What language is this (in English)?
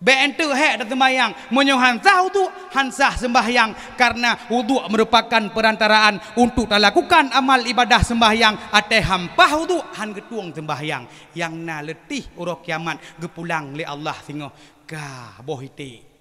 Achinese